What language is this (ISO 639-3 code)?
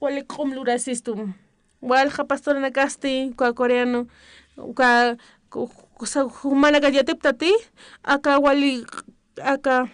aym